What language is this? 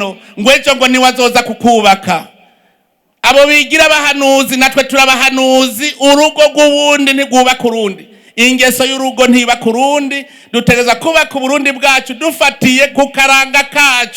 Rundi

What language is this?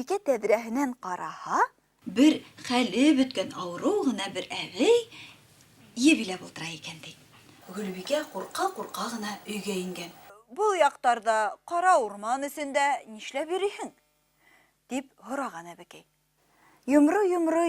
Bashkir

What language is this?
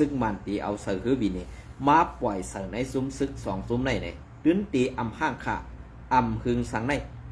Shan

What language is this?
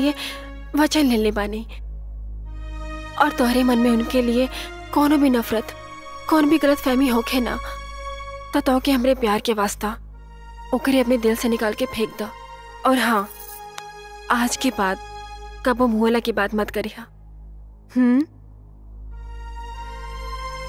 Bhojpuri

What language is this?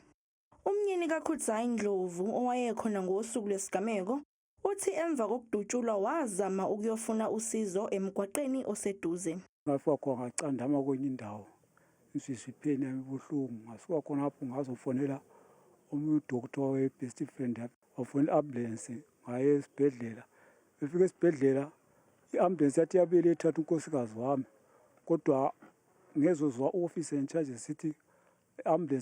Zulu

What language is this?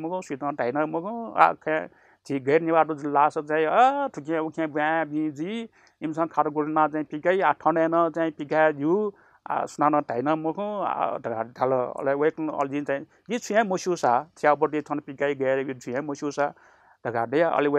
Newari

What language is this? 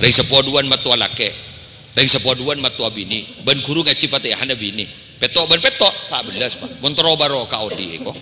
Madurese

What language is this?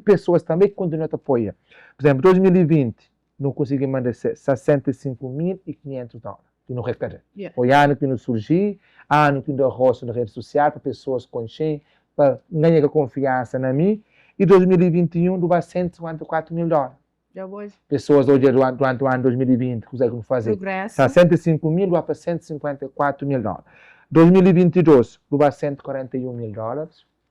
Kabuverdianu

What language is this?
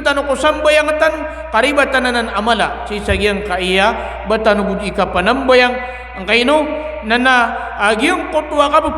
Maranao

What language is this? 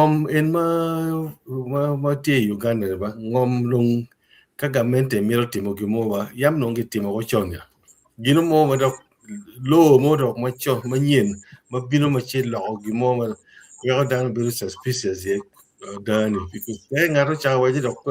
Acoli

